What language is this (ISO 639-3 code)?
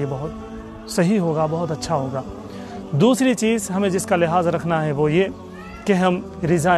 urd